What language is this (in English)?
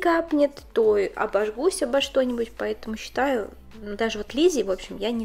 Russian